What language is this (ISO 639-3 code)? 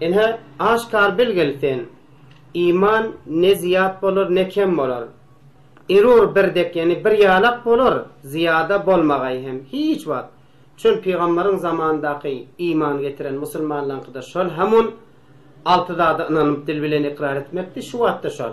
tuk